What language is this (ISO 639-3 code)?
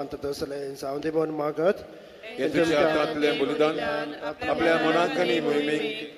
kok